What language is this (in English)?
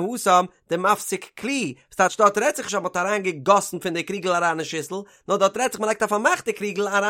Yiddish